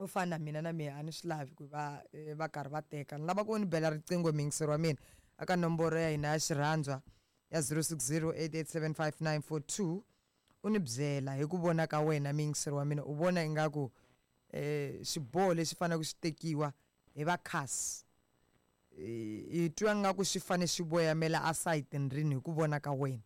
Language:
Tsonga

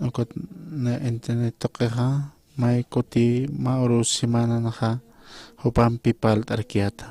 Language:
Aymara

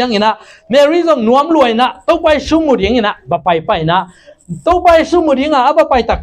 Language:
Tedim Chin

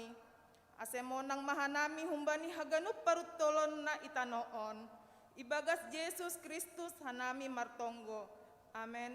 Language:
Batak Simalungun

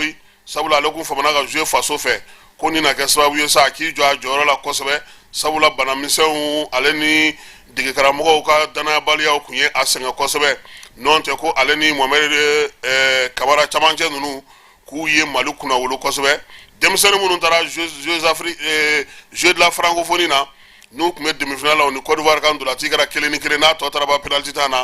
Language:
Bambara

